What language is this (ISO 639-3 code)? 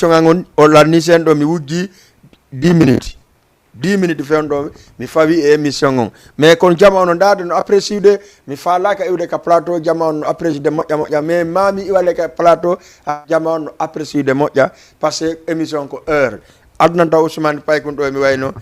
ful